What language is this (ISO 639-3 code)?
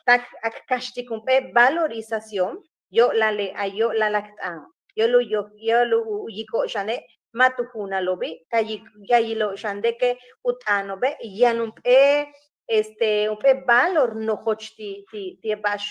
yua